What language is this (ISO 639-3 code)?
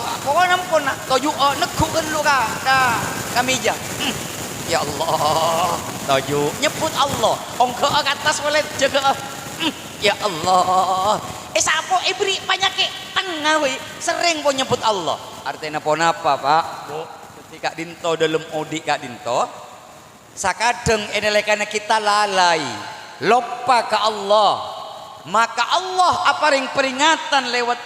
mad